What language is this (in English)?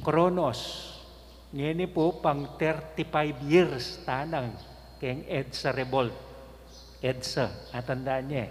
Pampanga